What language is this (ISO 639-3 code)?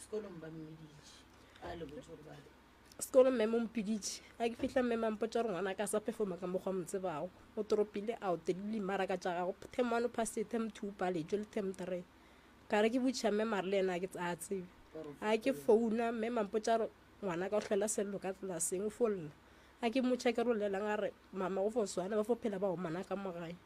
nso